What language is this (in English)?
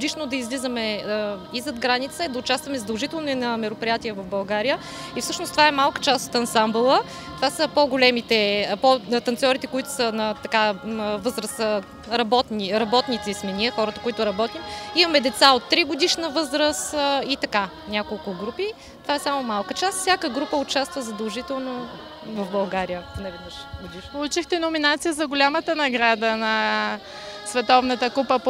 Bulgarian